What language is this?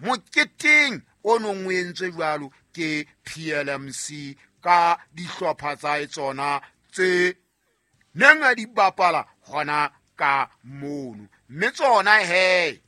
Southern Sotho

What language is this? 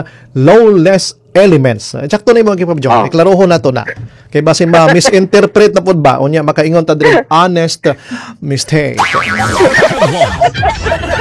Cebuano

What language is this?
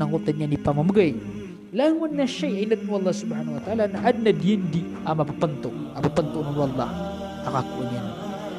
Maranao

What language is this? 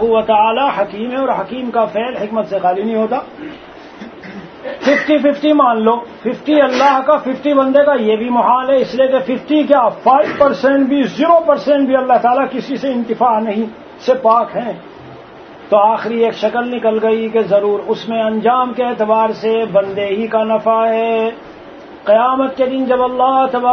Urdu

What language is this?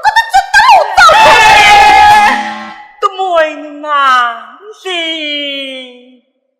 Pu-Xian Chinese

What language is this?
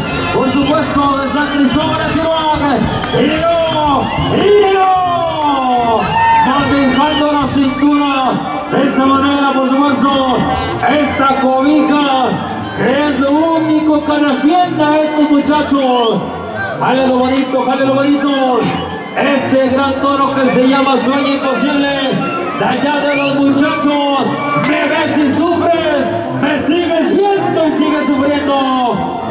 Spanish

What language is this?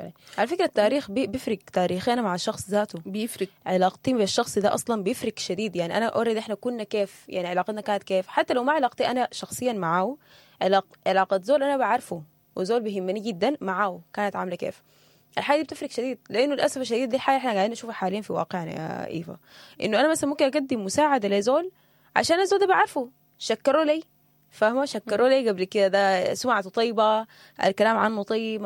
Sudanese Arabic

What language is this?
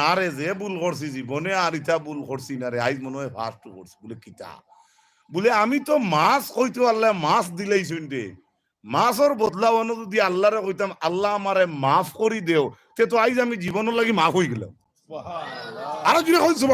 Sylheti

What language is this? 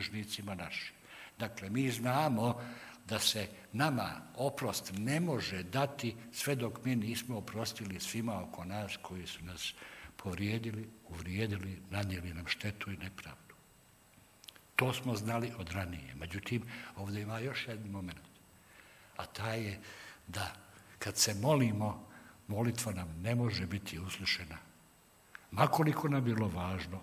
Bosnian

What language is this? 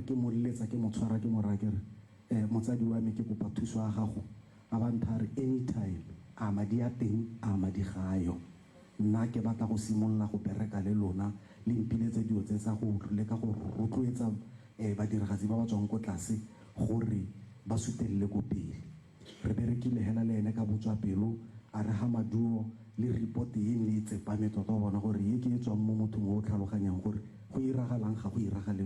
Tswana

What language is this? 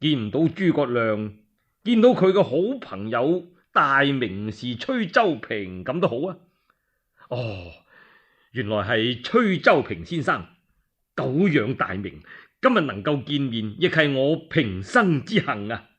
Cantonese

